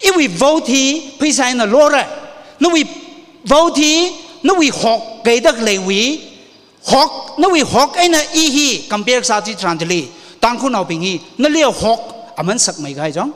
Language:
Tangkhul Naga (India)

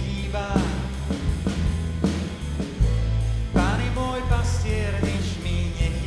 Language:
Slovak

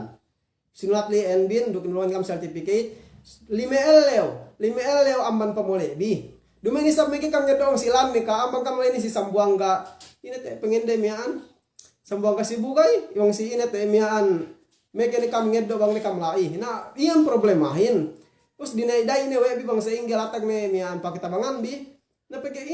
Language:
Yakan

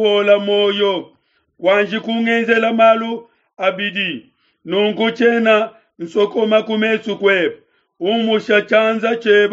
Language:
Luba-Lulua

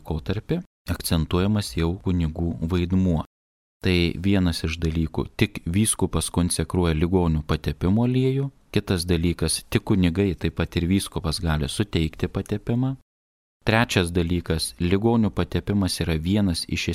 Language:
Lithuanian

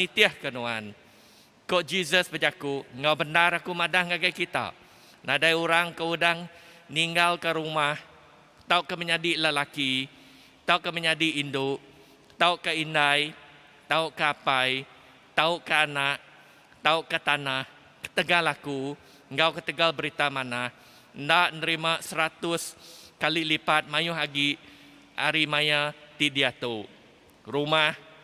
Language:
Iban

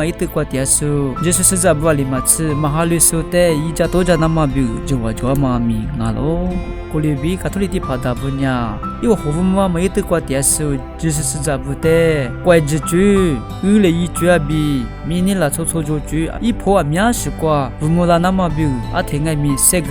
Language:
Lisu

